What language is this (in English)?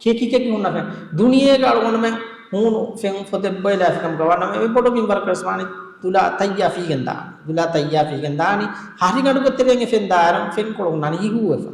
Divehi